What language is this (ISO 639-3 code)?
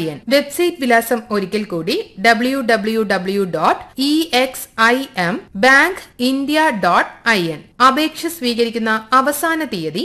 mal